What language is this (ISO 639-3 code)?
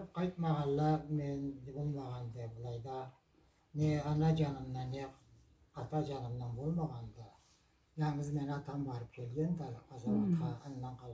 krc